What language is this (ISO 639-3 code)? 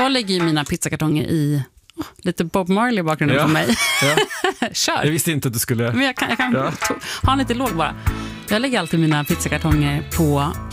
swe